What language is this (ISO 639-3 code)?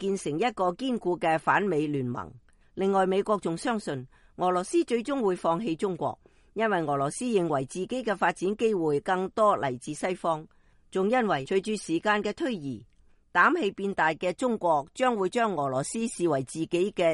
yue